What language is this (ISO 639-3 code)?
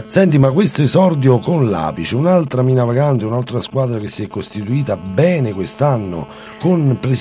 ita